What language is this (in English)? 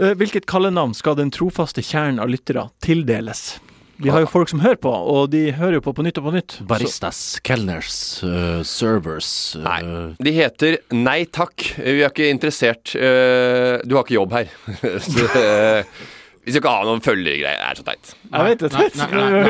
Norwegian